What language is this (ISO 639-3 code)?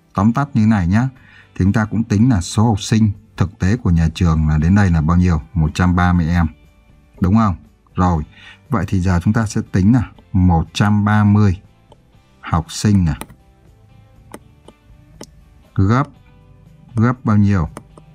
vie